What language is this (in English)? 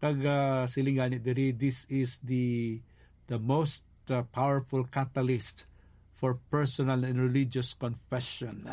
Hiligaynon